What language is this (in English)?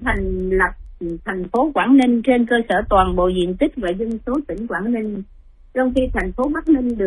Vietnamese